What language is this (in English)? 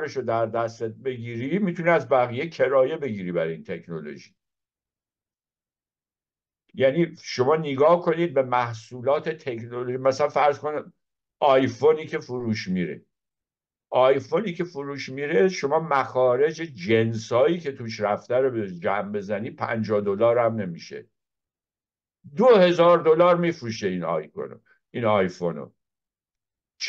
Persian